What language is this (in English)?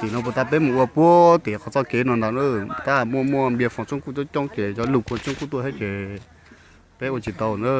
Hmong